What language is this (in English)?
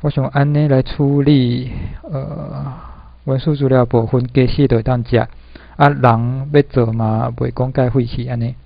Min Nan Chinese